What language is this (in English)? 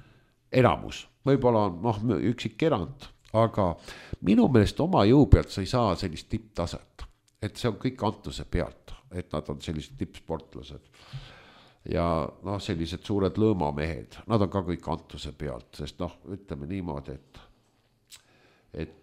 Estonian